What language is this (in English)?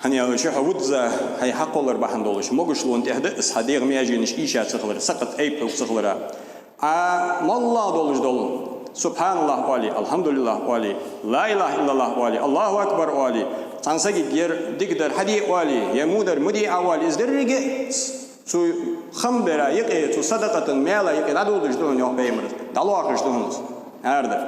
Ingush